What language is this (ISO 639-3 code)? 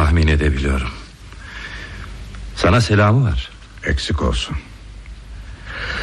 tur